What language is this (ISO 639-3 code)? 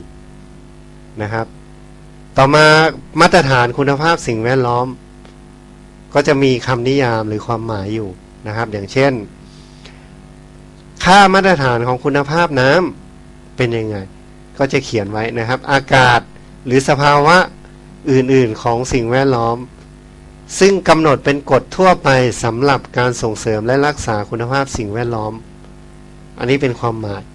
tha